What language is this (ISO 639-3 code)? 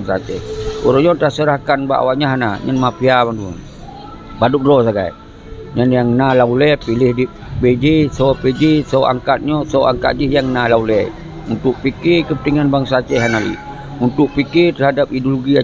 ace